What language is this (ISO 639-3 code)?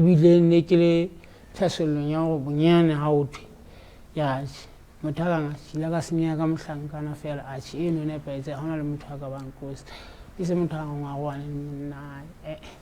sot